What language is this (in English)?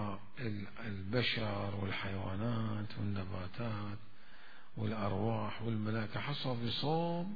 Mesopotamian Arabic